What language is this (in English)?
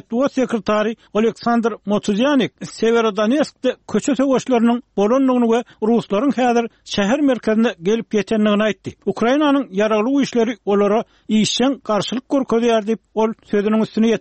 Turkmen